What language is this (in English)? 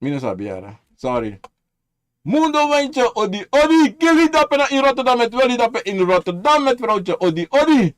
Sranan Tongo